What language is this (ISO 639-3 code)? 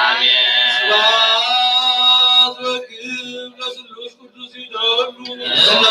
gez